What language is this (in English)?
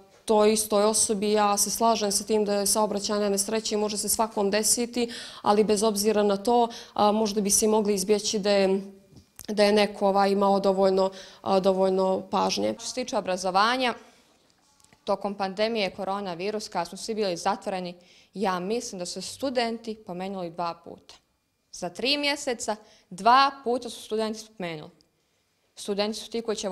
Bosnian